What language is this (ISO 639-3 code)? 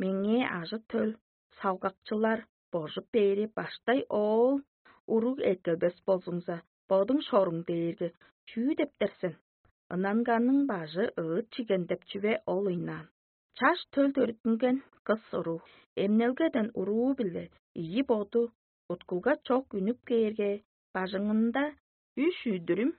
tyv